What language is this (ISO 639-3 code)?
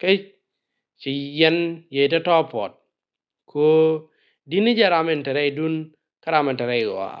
nus